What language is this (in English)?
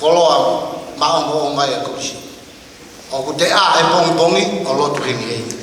Tongan